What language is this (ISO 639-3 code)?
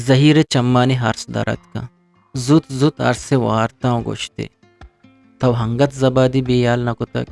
bgp